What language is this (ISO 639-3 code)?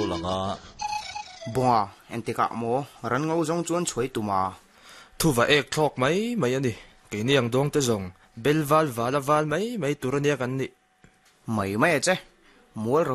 lus